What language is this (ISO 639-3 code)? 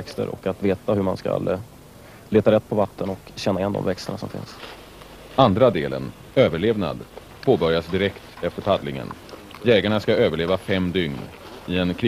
swe